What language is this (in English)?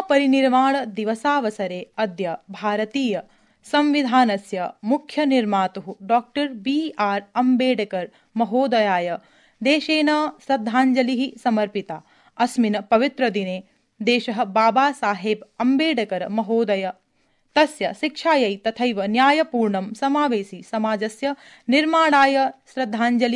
Sanskrit